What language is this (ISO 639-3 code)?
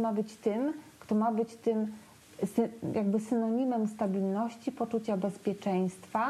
pol